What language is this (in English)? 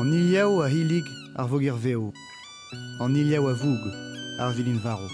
Breton